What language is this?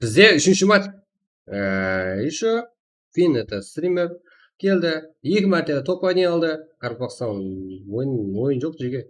Kara-Kalpak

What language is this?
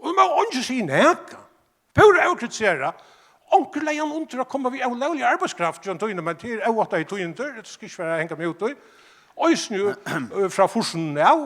Faroese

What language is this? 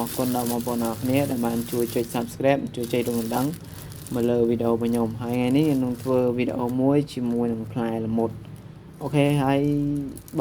Khmer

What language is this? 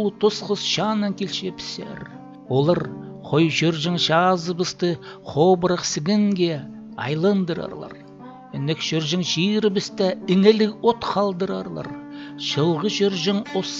Khakas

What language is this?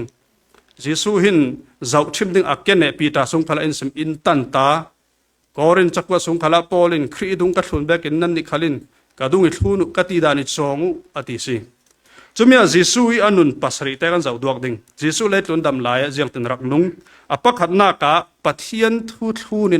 Falam Chin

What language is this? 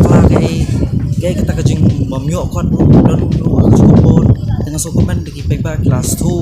Khasi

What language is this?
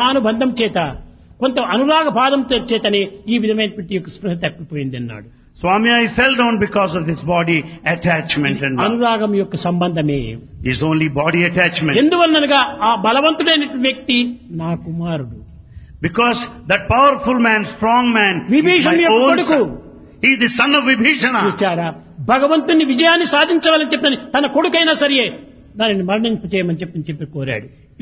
Telugu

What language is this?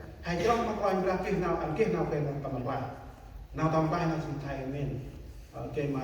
Central Mnong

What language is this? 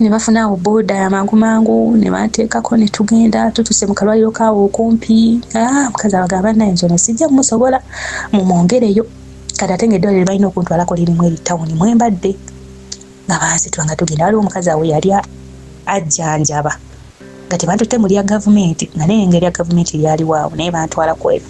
Ganda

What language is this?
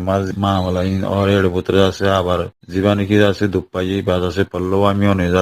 Rohingya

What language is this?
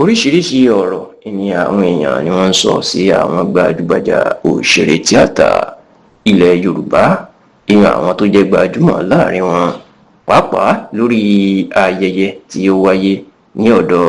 Yoruba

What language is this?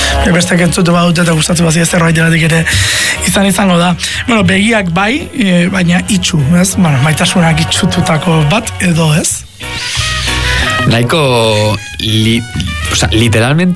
Basque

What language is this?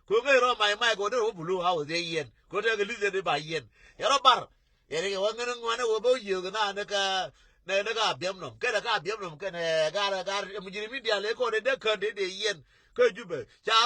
Nuer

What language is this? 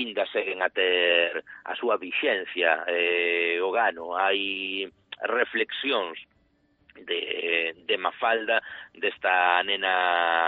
Galician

